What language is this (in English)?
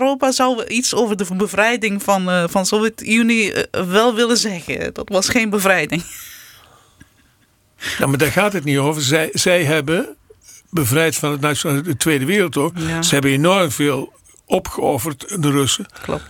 Dutch